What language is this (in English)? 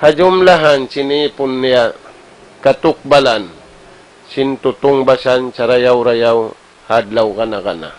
Tausug